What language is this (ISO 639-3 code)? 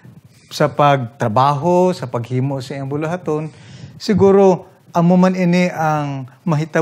hil